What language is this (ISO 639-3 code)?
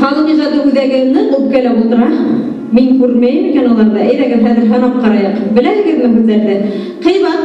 bak